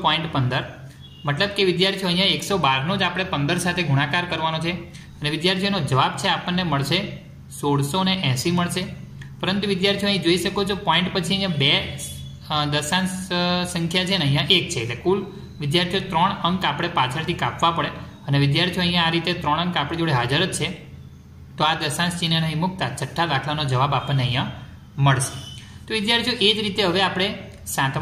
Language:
Gujarati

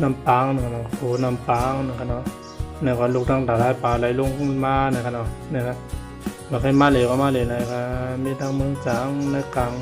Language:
Shan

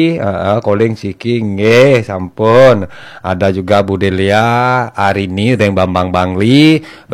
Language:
Balinese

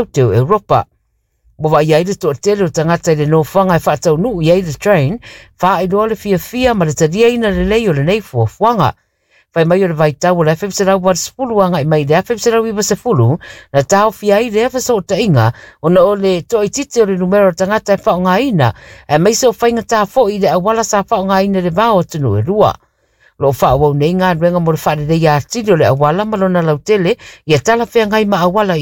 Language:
Samoan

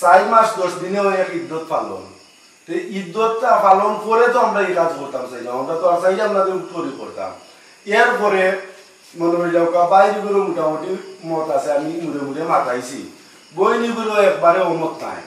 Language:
Sylheti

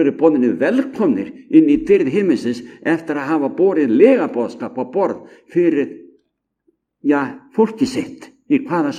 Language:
Icelandic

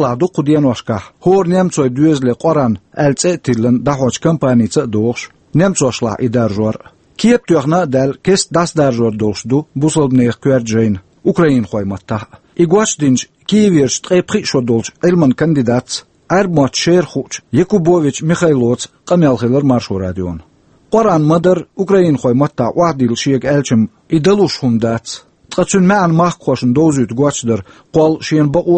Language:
Chechen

